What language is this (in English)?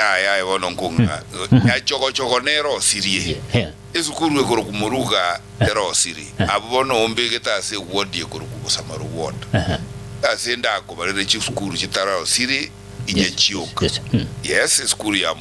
Gusii